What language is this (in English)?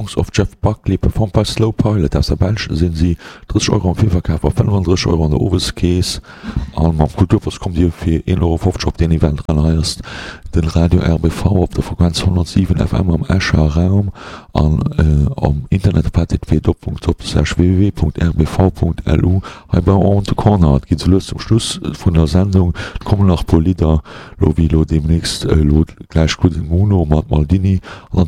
Luxembourgish